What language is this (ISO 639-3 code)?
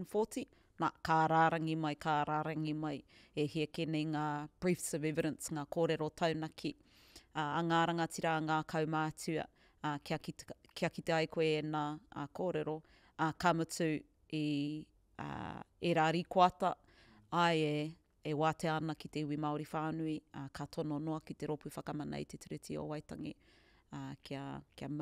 mri